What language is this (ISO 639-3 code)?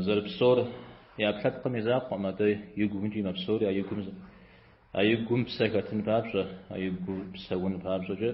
kbd